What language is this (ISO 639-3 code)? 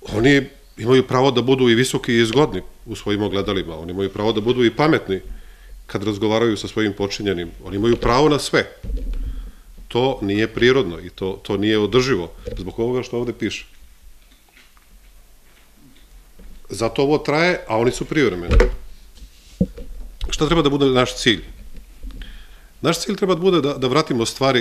srp